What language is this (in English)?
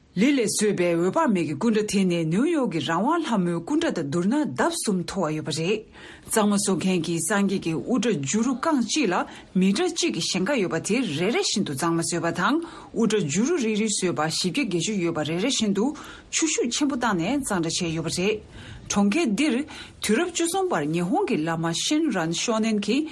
Tibetan